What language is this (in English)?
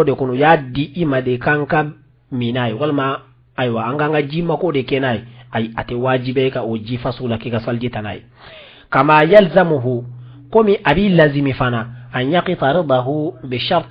Bambara